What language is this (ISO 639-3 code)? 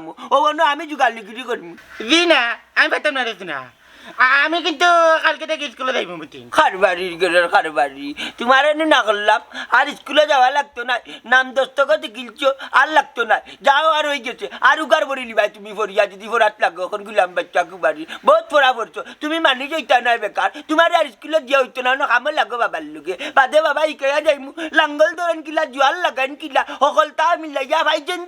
syl